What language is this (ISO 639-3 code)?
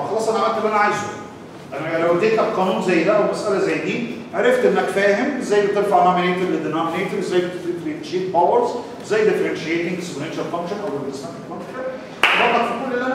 arz